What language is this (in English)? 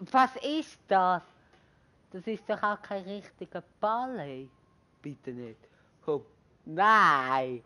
Swiss German